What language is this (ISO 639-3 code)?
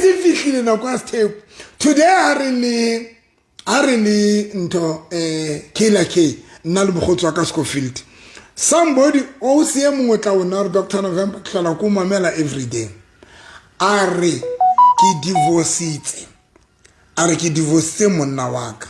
sot